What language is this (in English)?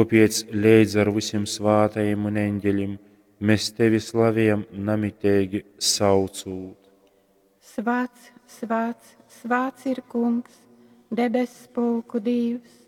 Latgalian